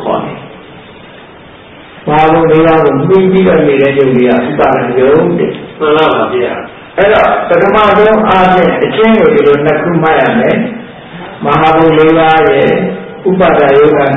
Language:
Burmese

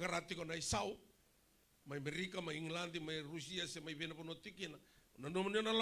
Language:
Fijian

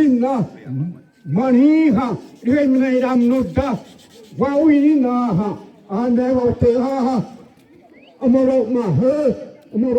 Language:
Xavánte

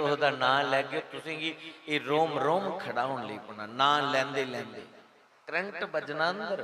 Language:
Dogri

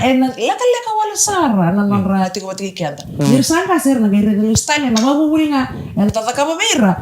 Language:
Fijian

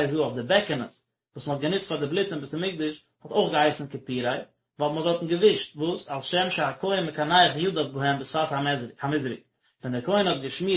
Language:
Yiddish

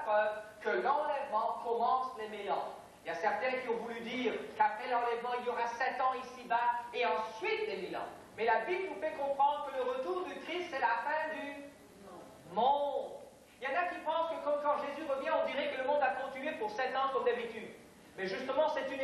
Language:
French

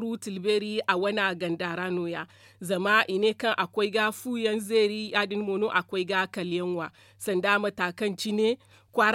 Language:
Zarma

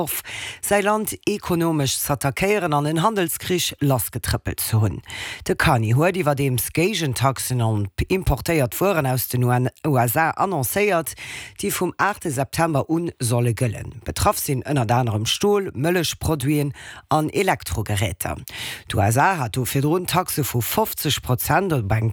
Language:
Luxembourgish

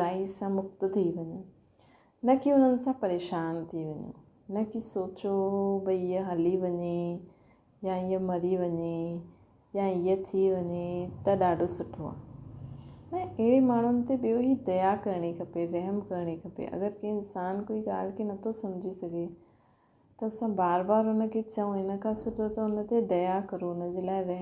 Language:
Sindhi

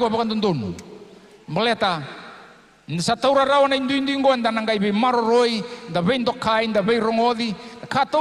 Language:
Fijian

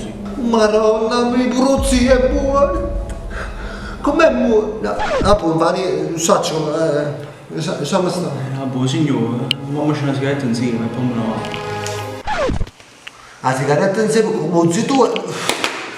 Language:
Neapolitan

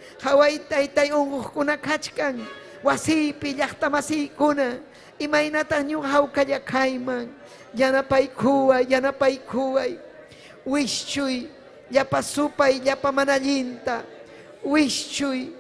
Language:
Ayacucho Quechua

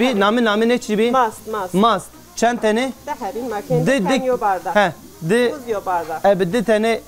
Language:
Zaza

